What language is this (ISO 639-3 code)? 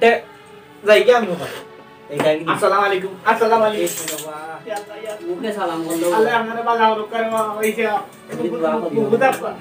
syl